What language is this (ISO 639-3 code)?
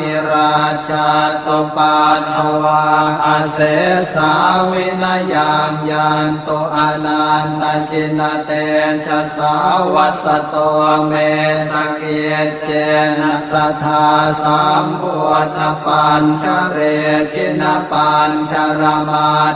pli